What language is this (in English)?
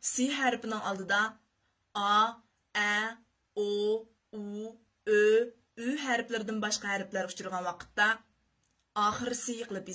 Uyghur